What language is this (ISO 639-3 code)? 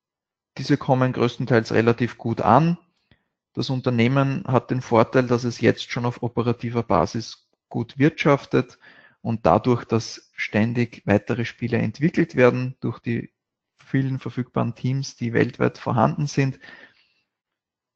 deu